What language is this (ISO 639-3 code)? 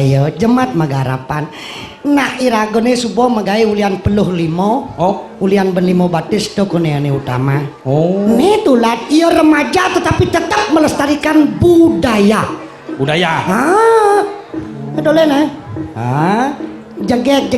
ban